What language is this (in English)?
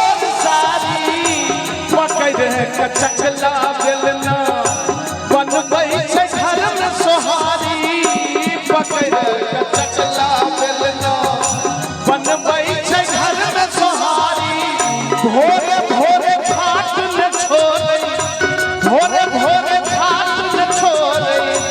Maithili